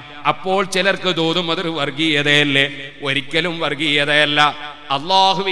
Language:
Malayalam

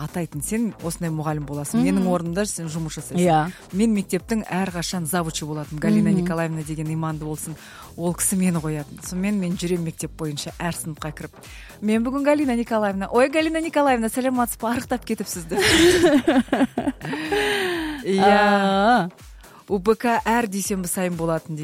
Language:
Kazakh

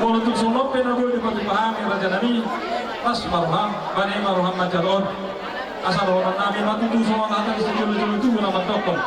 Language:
Batak Toba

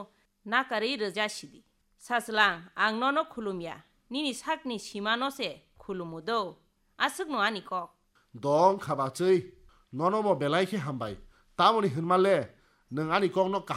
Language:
Kok Borok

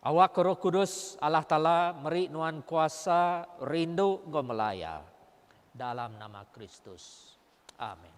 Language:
Iban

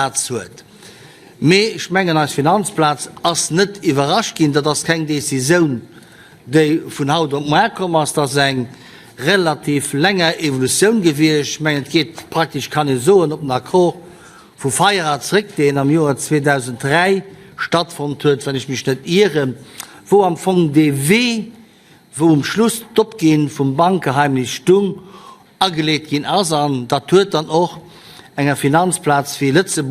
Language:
Luxembourgish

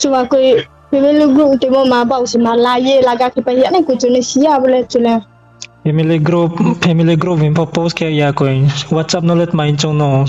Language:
Riang (India)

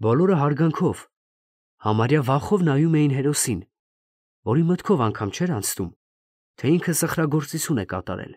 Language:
Armenian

